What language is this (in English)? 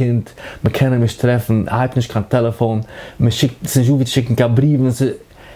Yiddish